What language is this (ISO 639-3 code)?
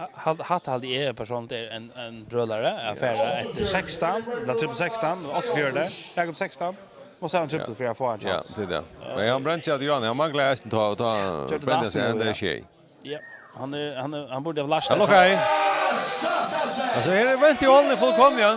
fao